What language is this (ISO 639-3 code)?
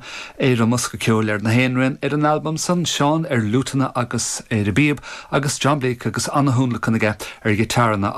gle